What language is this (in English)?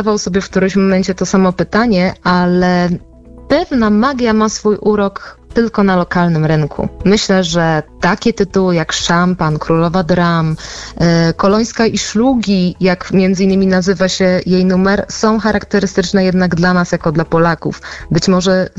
Polish